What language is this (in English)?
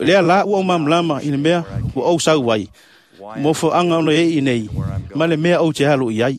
Samoan